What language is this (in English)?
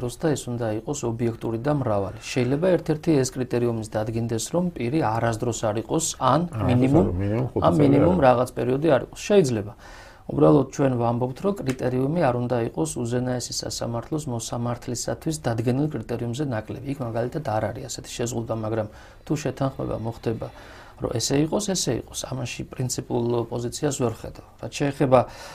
Georgian